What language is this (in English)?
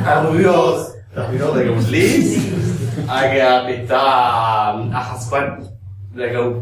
Breton